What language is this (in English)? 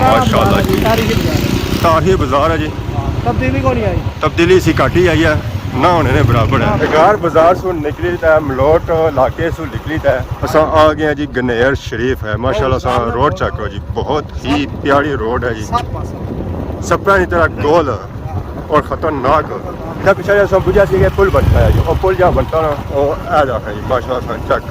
Pahari-Potwari